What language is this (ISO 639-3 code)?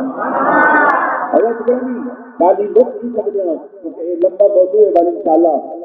skr